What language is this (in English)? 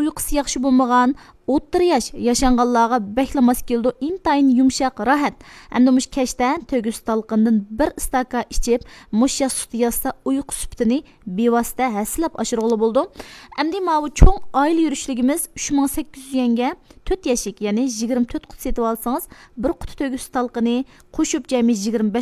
Uyghur